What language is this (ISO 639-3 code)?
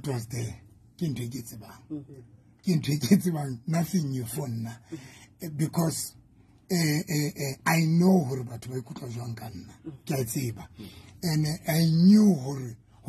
sot